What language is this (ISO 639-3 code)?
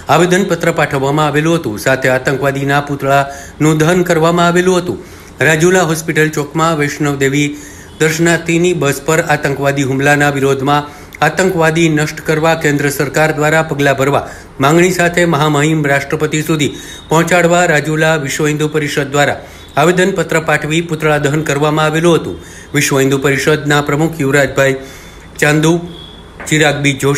guj